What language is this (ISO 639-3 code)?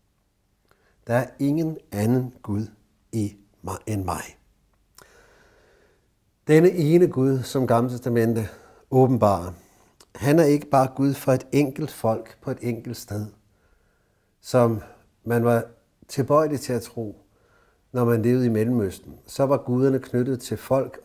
dan